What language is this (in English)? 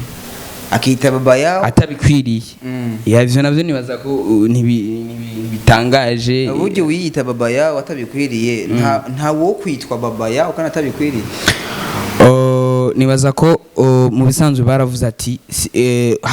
Rundi